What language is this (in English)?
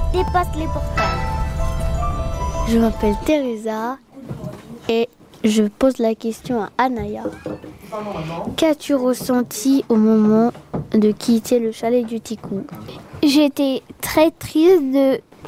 French